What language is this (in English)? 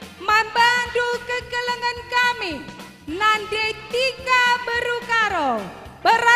Batak Karo